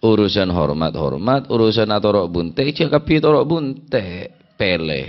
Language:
Madurese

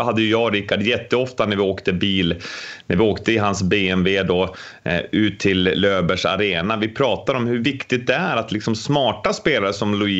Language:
Swedish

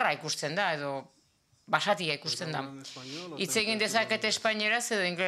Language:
Basque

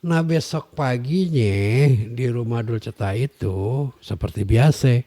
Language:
Betawi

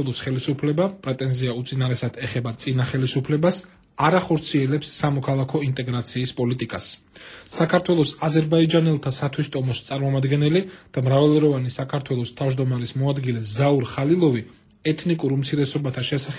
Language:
Georgian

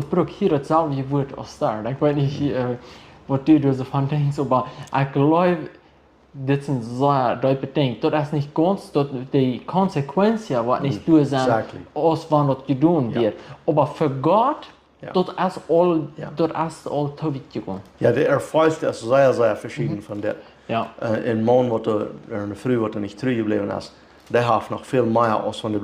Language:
Plautdietsch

